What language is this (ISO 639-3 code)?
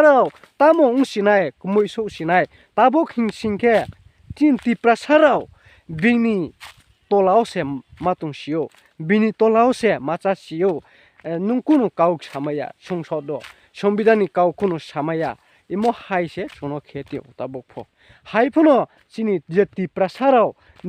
ria